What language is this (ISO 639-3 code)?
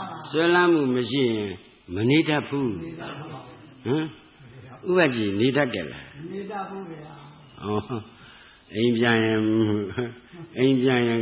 mya